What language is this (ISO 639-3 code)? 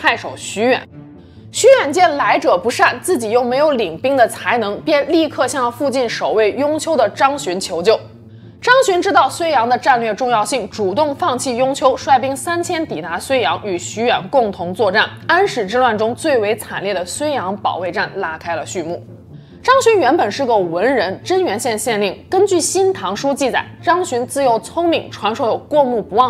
zho